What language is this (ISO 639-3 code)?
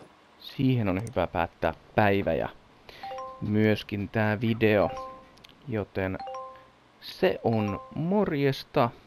fin